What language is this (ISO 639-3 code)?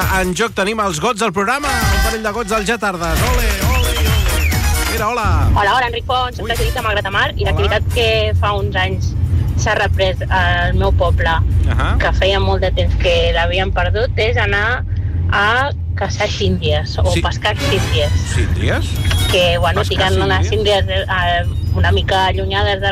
cat